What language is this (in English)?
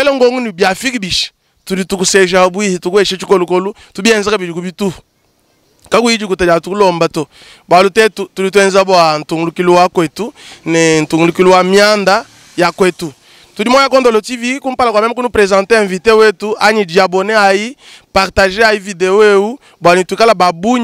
Luba-Lulua